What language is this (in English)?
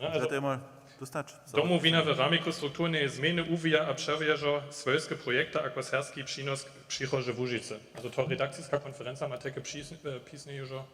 Upper Sorbian